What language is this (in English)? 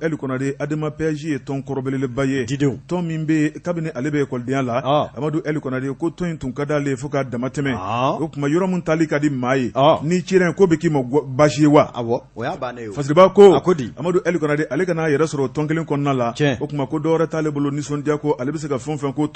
Bambara